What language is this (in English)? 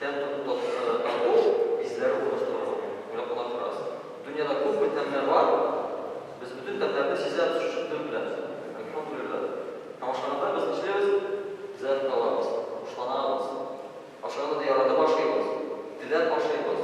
Tatar